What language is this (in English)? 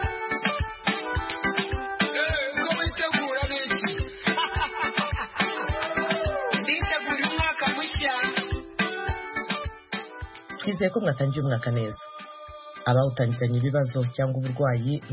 Kinyarwanda